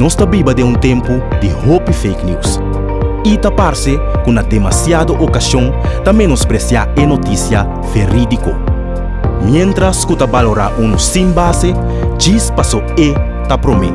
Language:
Papiamento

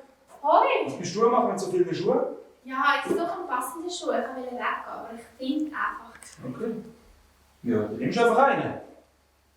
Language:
Swiss German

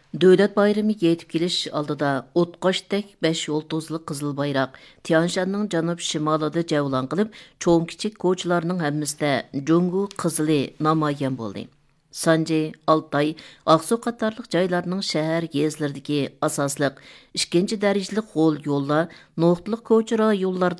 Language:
Uyghur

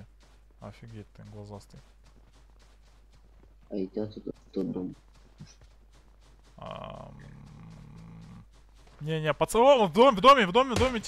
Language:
Russian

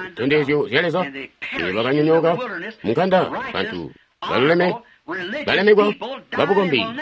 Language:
Tonga (Zambia)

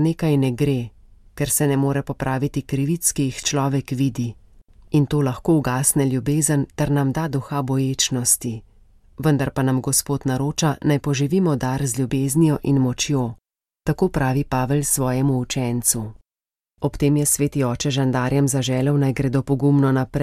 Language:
Slovenian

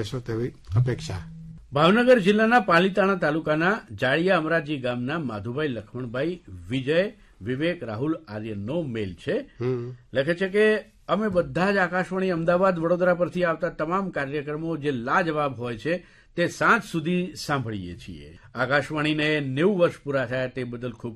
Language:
Gujarati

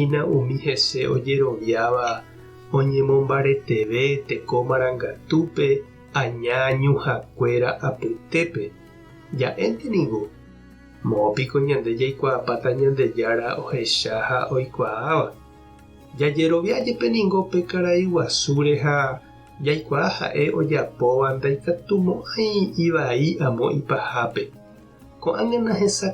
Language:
Guarani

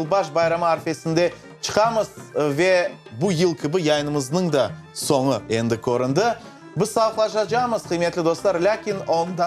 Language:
Crimean Tatar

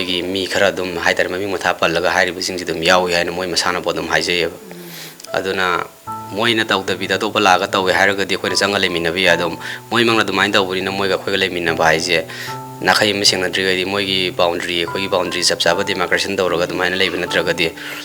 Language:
Manipuri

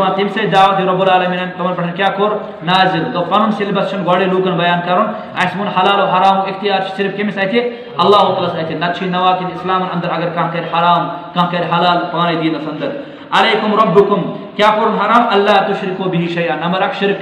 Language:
Kashmiri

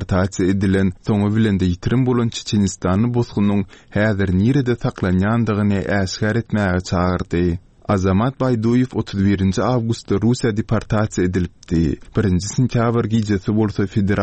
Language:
Turkmen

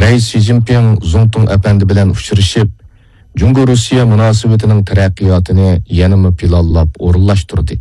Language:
Uyghur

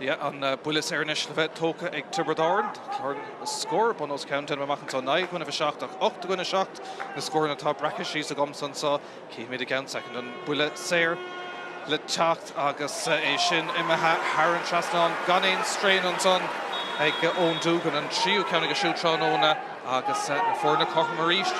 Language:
Irish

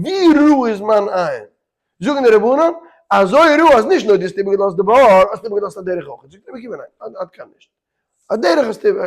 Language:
Yiddish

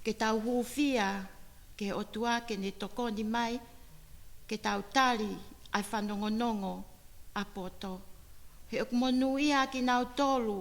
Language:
Tongan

